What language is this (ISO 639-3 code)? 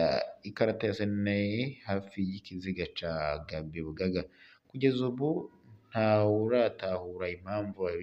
run